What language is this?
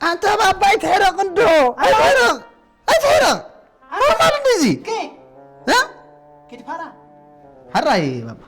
Tigrinya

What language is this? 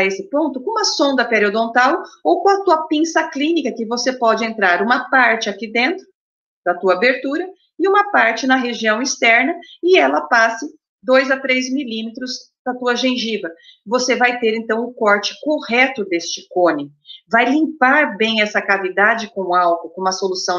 Portuguese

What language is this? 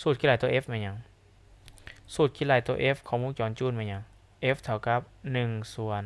Lao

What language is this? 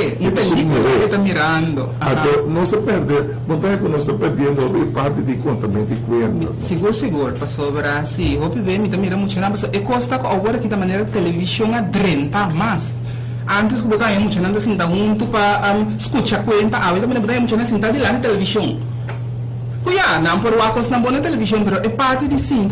Papiamento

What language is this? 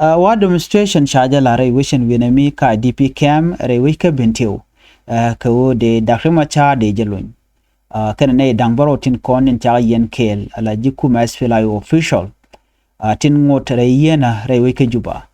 Nuer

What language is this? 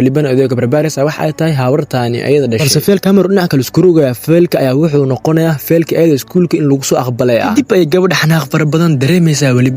Somali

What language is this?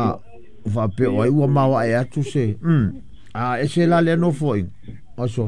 Samoan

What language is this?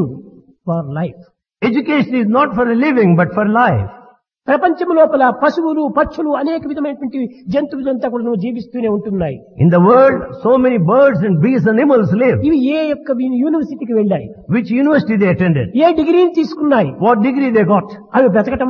Telugu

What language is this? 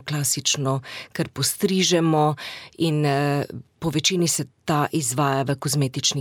Slovenian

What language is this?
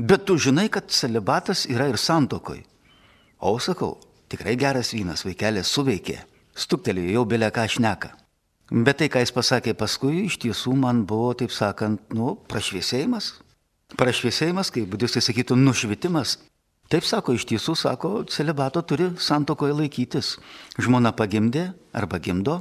Lithuanian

